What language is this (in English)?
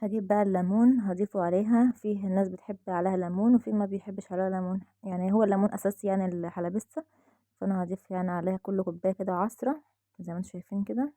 Egyptian Arabic